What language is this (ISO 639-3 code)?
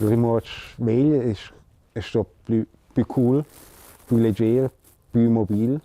roh